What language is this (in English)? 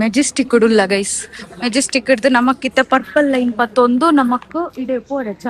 Tulu